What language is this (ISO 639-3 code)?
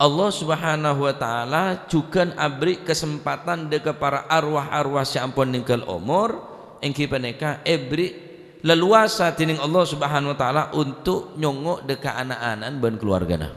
mad